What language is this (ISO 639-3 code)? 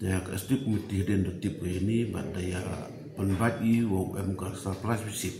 kha